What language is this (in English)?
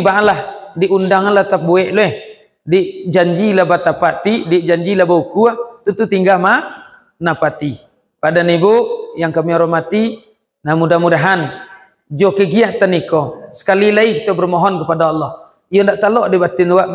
Minangkabau